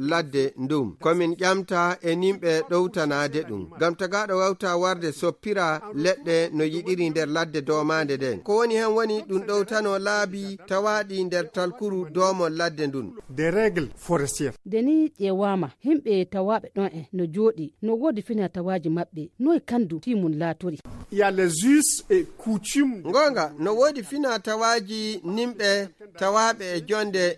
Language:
Nigerian Fulfulde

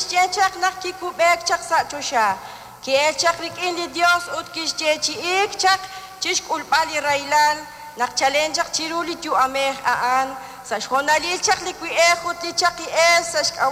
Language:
Kekchí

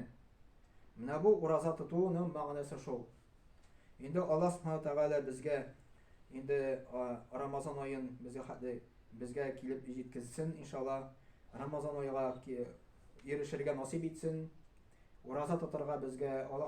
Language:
Tatar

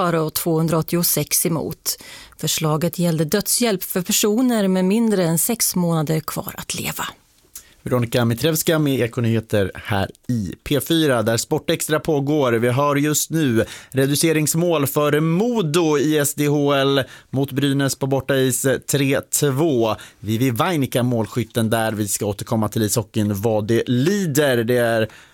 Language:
Swedish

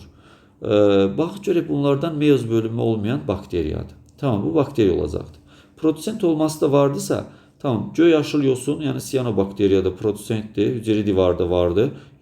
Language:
Azerbaijani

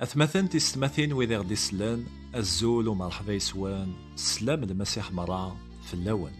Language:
Kabyle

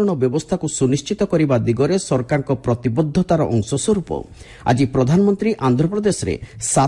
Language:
Odia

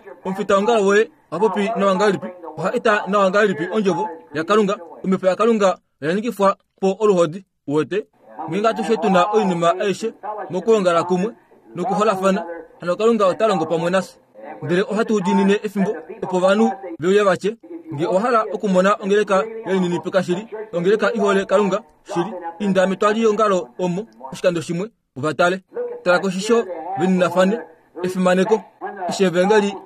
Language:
Kuanyama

